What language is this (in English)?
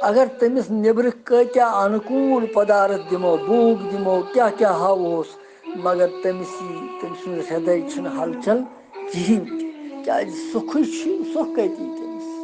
Kashmiri